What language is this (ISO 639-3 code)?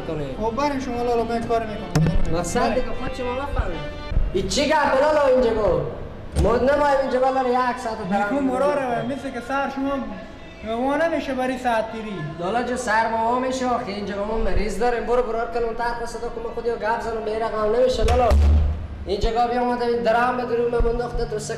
fas